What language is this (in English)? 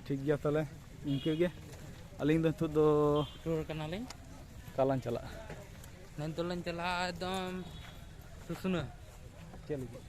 Santali